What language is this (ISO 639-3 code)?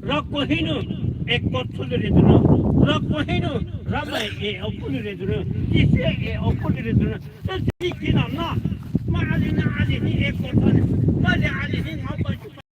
pmx